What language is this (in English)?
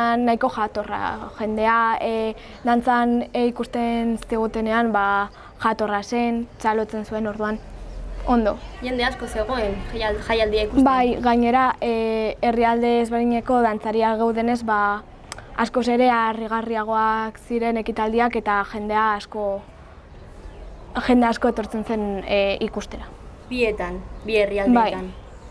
Basque